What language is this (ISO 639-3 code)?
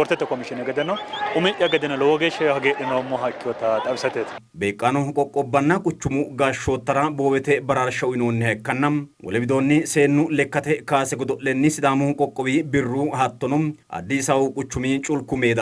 sid